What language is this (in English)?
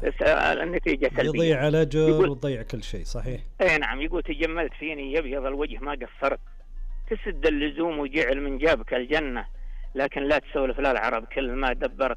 Najdi Arabic